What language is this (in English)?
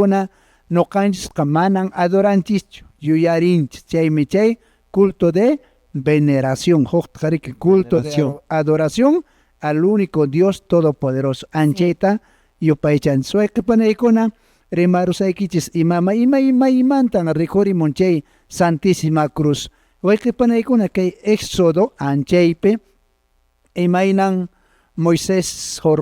Quechua